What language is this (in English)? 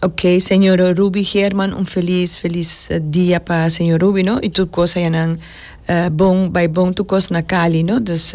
Papiamento